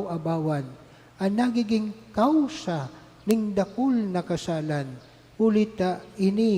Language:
Bikol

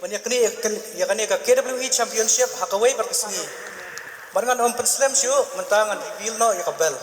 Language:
Khasi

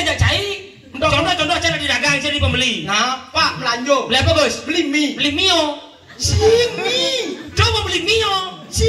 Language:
Balinese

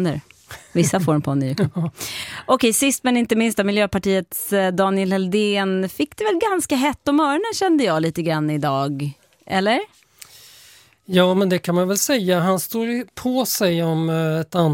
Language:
Swedish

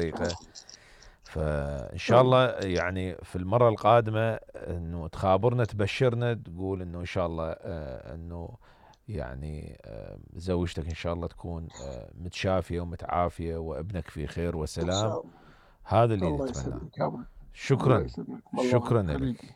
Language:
Mesopotamian Arabic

